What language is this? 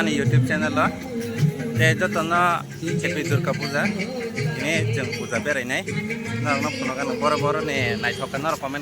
Kok Borok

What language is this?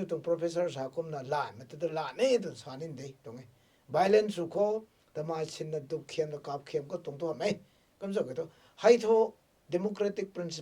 Rongmei Naga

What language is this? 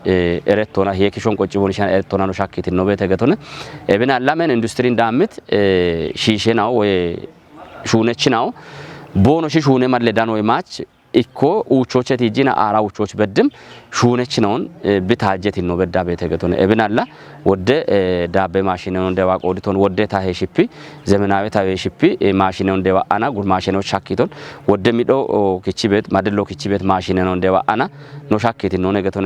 Kafa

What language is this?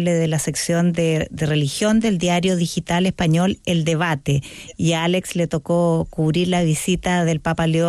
Spanish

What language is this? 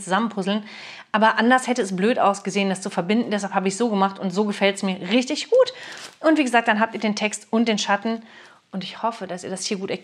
German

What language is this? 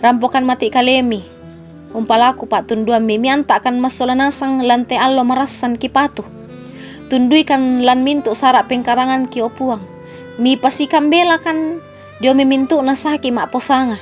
Toraja-Sa'dan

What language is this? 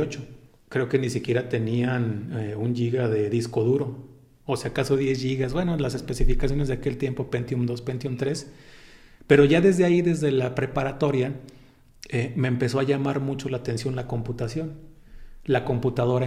Spanish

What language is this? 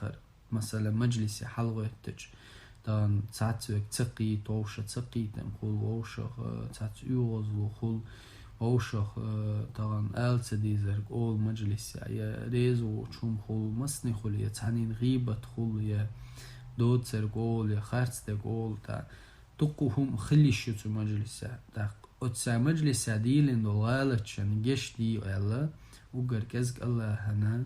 Chechen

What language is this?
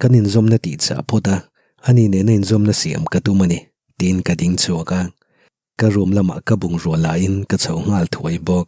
Mizo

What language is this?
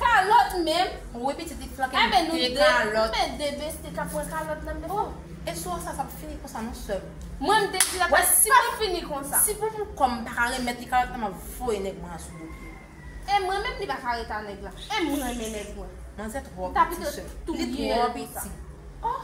Haitian Creole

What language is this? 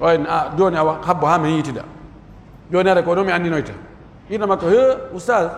Pular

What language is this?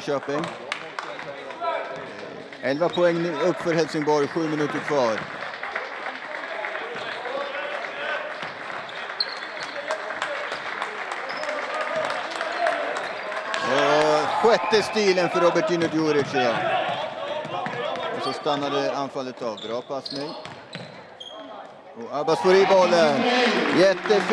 Swedish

